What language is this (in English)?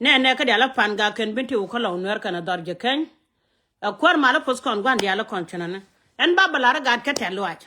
Nuer